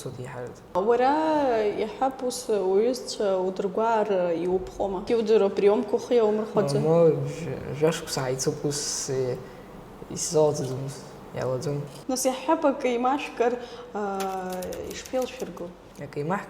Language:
Abkhazian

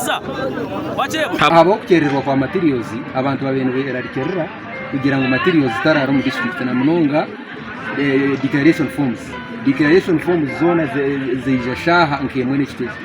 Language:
Nyankole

